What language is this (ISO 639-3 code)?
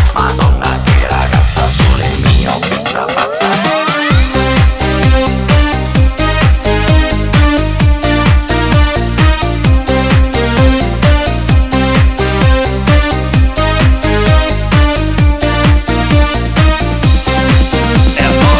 ita